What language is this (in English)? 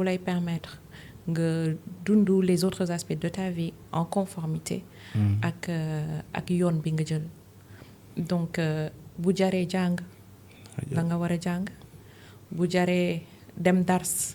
Wolof